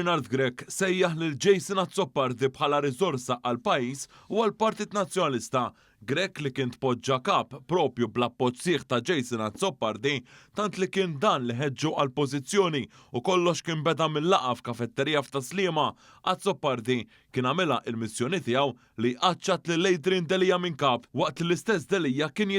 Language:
Maltese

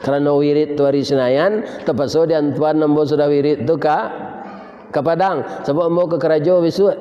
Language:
Minangkabau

